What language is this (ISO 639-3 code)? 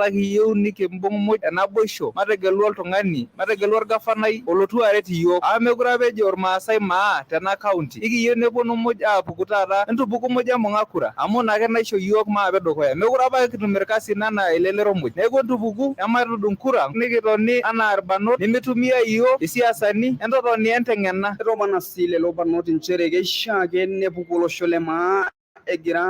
mas